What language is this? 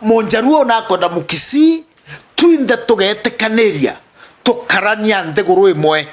Meru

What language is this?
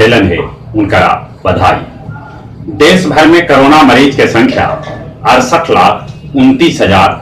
Magahi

